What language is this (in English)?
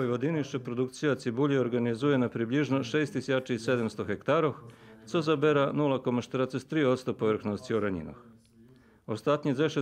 Rusyn